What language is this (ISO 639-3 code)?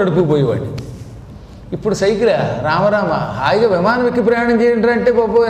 tel